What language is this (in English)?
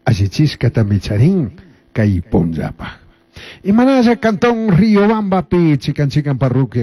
Chimborazo Highland Quichua